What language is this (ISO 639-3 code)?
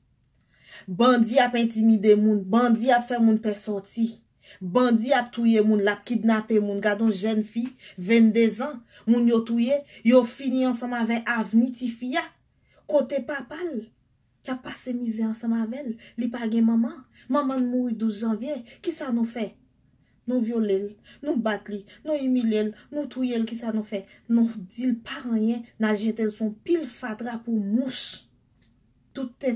hat